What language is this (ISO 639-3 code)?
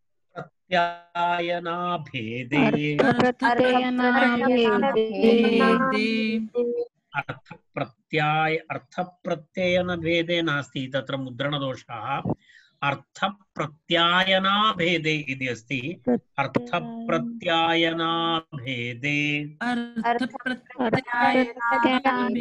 san